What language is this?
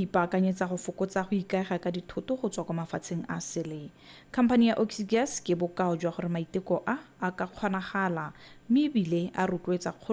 Tswana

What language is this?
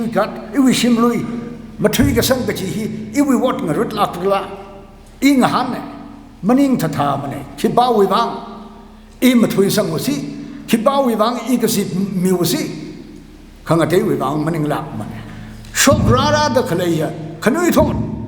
Tangkhul Naga (India)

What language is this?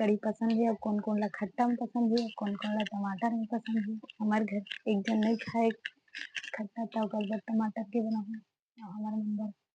Chhattisgarhi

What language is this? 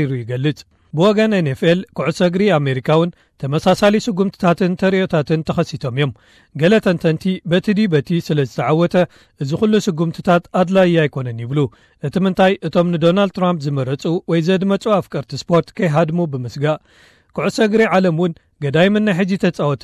Tigrinya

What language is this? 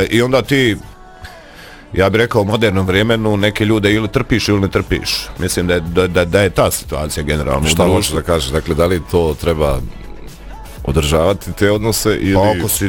Bosnian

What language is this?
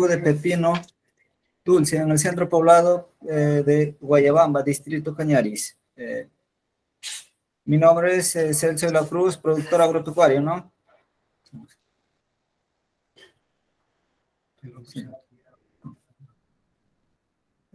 Spanish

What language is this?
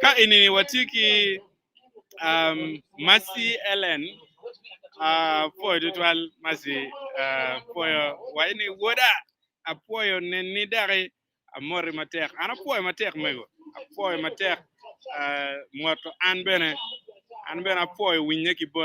Acoli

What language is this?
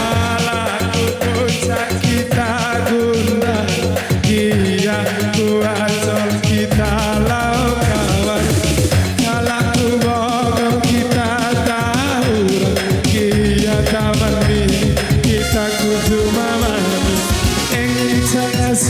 Batak Karo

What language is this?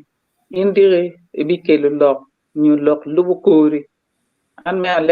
Acoli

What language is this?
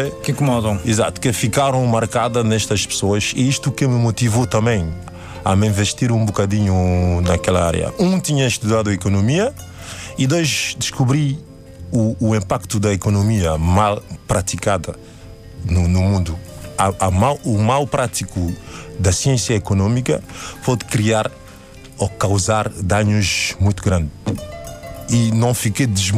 Portuguese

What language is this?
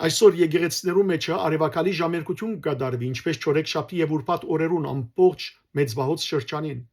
Western Armenian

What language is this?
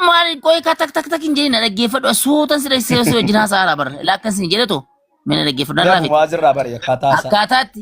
Oromo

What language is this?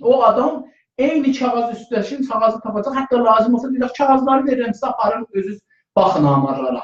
South Azerbaijani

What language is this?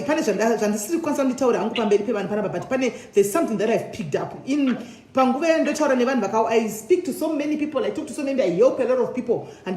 Shona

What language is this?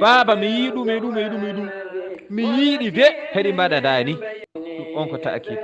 Fula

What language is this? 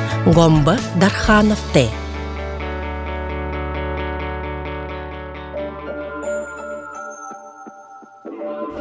Buriat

